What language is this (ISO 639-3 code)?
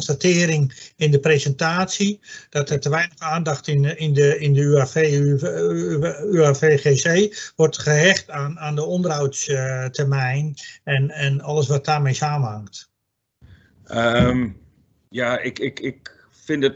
nld